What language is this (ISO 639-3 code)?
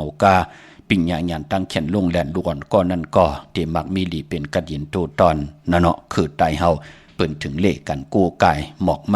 shn